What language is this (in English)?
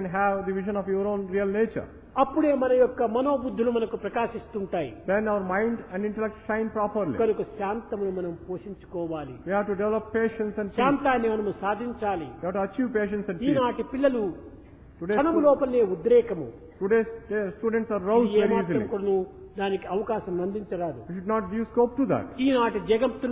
Telugu